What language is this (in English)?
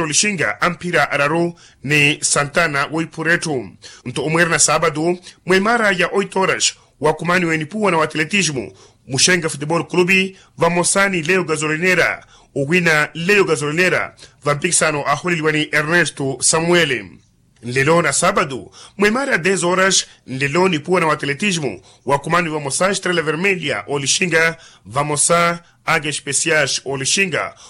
Makhuwa